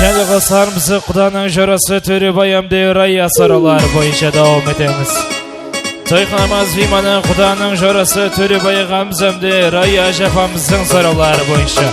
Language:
Kara-Kalpak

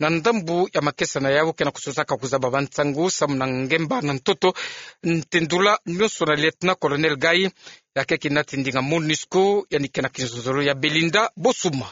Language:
Kituba (Democratic Republic of Congo)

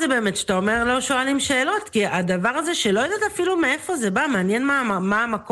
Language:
Hebrew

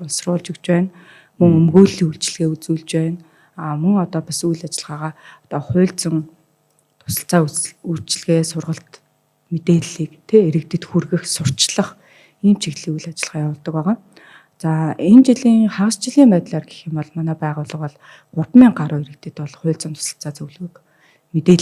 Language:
Mongolian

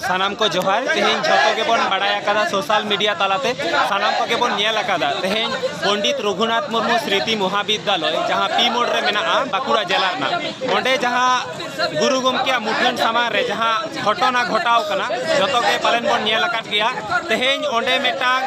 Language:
Santali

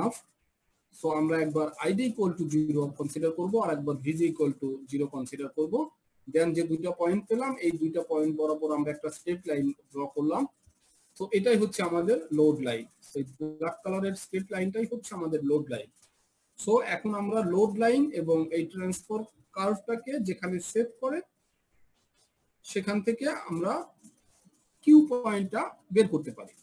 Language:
Bangla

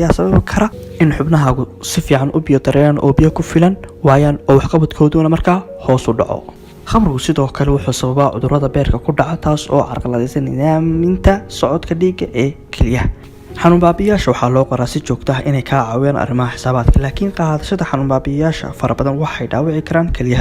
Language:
Somali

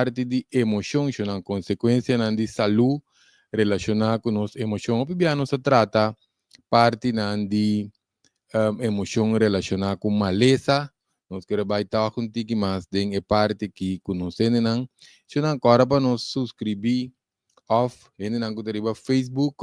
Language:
Papiamento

